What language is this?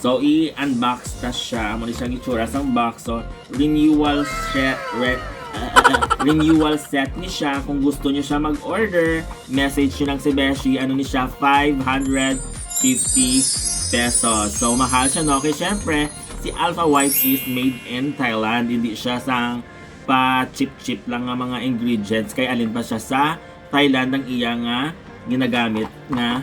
Hiligaynon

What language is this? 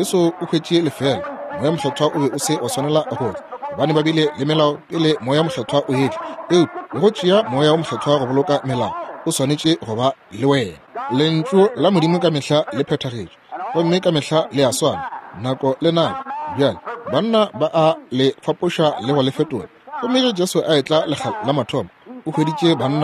Northern Sotho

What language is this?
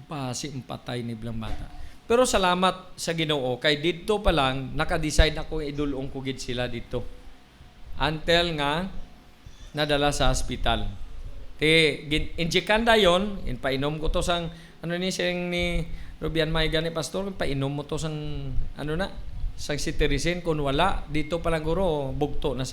Hiligaynon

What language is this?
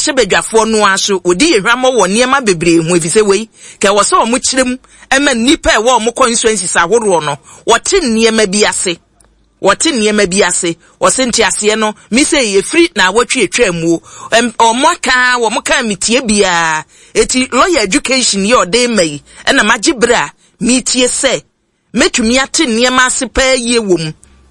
Akan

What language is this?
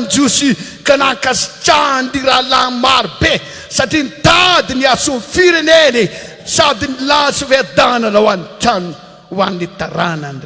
Malagasy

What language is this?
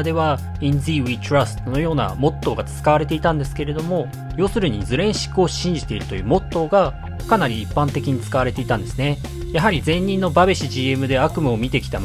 Japanese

